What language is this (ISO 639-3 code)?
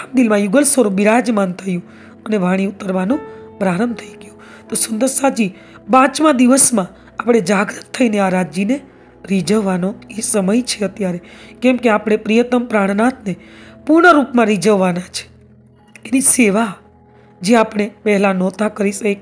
guj